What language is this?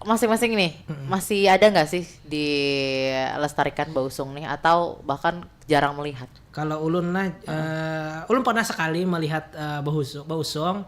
Banjar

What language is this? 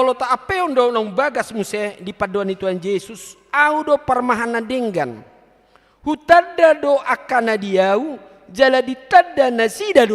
Batak Toba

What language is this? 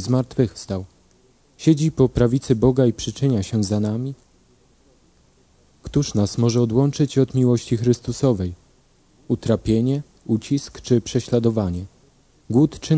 Polish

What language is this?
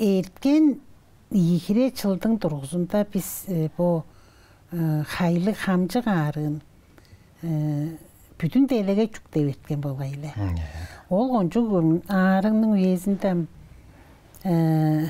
Tuvinian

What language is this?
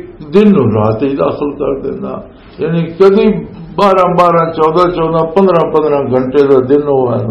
Western Panjabi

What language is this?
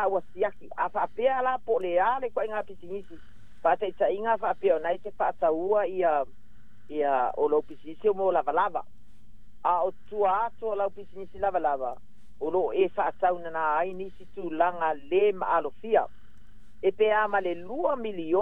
Samoan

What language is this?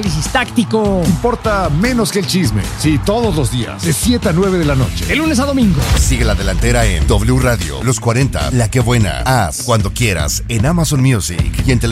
Spanish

